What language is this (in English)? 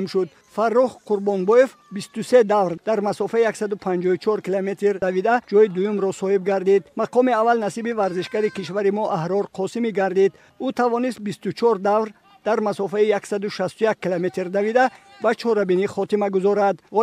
Tajik